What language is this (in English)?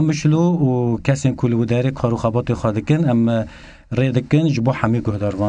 Kurdish